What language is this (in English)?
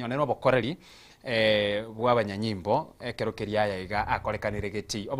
Gusii